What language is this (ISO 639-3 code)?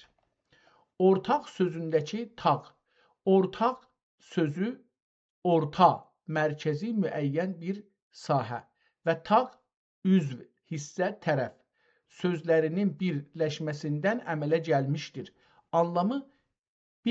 azb